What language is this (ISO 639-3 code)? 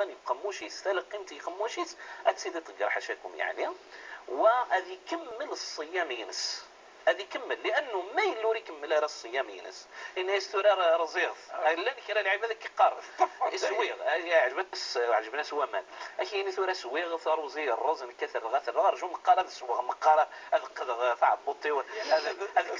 kab